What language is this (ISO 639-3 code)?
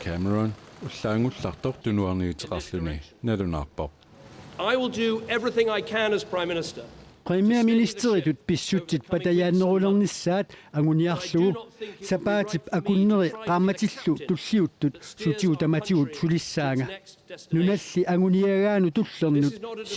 kal